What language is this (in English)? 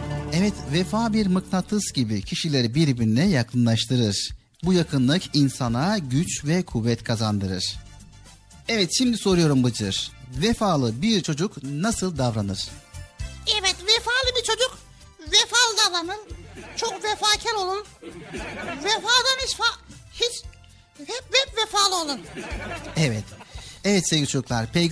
Turkish